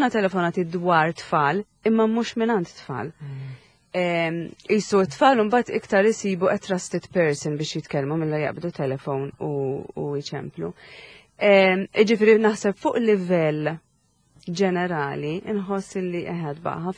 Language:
Maltese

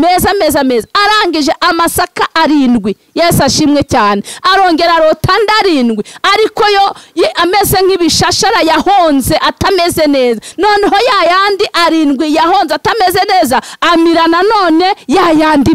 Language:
Kinyarwanda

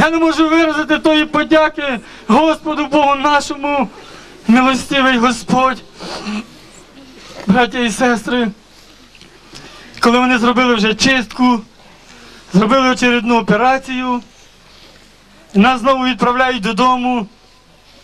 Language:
Ukrainian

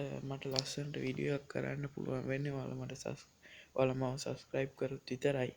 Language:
Sinhala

